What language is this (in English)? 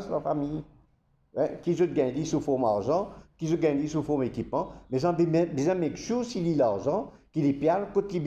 Morisyen